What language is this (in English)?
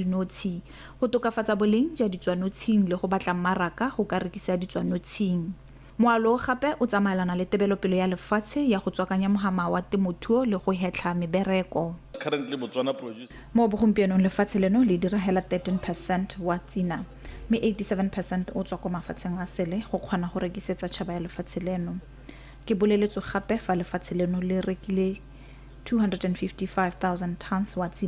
Tswana